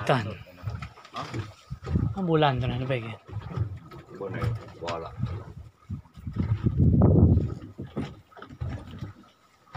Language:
Malay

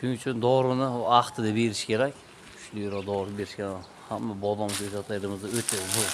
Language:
Uzbek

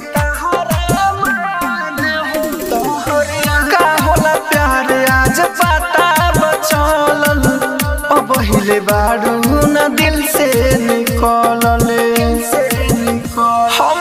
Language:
Bhojpuri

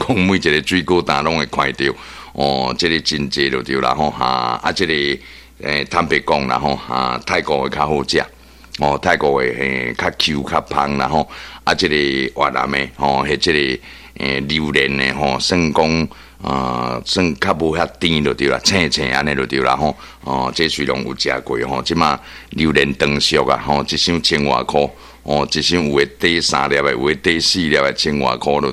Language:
Min Nan Chinese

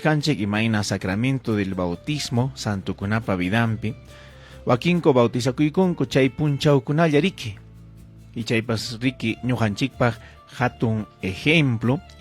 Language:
Ayacucho Quechua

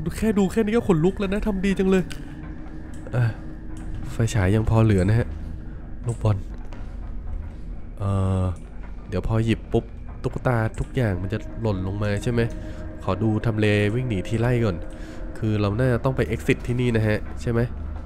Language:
Thai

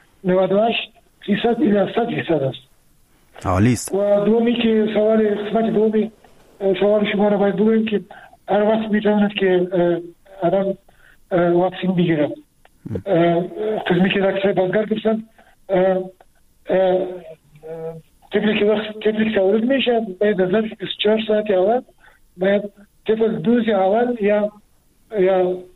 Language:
Persian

